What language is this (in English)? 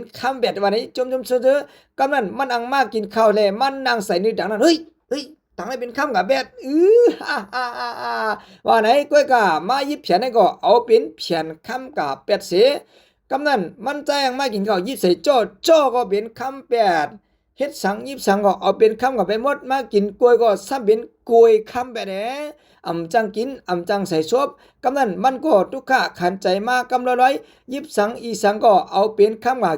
Shan